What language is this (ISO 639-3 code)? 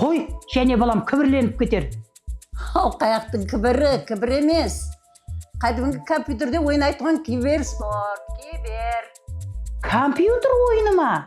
kaa